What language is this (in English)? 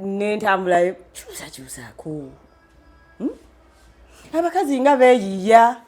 Ganda